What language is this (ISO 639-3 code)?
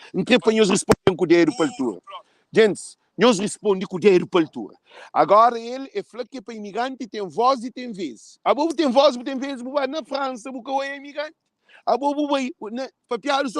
kea